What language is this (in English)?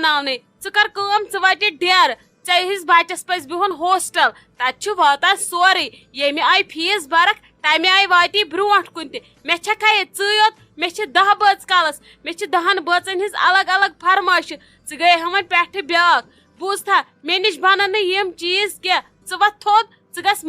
Kashmiri